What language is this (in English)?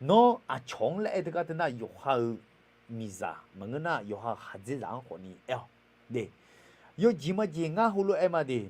Akha